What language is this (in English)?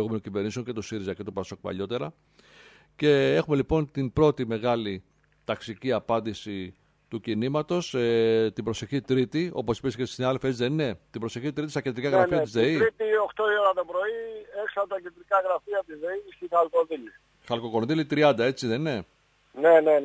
Greek